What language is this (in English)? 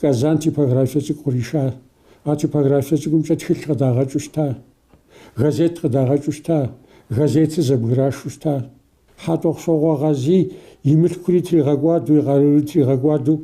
Kabardian